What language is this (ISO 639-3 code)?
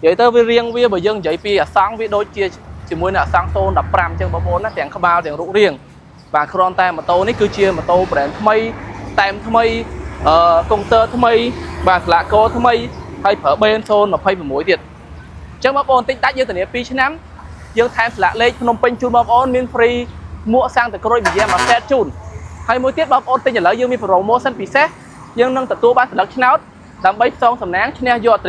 khm